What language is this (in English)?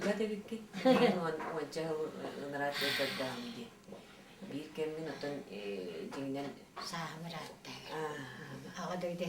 Yakut